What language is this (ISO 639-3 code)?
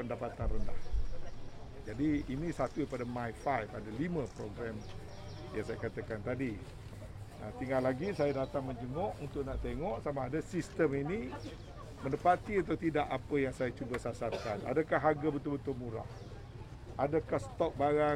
msa